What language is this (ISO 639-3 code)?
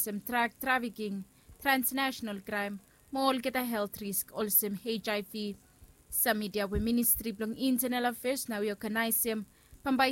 bis